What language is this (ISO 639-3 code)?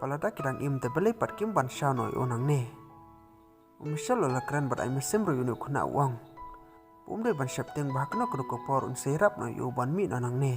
kha